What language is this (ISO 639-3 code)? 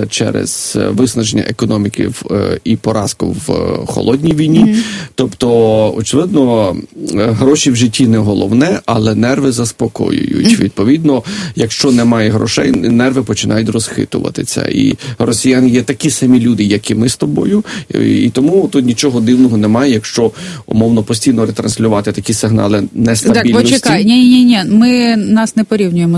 ukr